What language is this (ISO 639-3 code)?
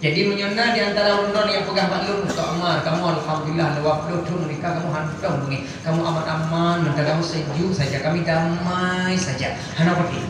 ace